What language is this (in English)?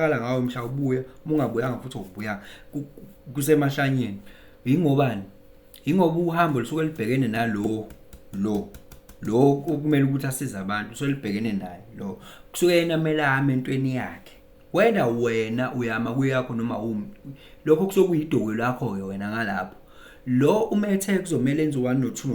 Zulu